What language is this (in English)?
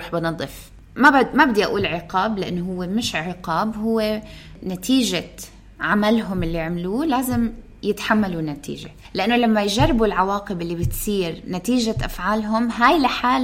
North Levantine Arabic